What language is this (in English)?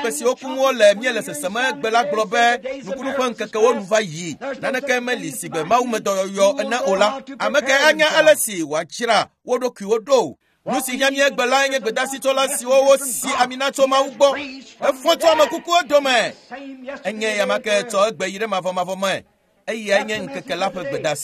Ewe